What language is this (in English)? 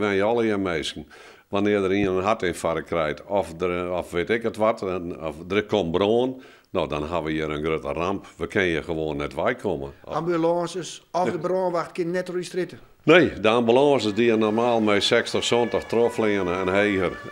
Western Frisian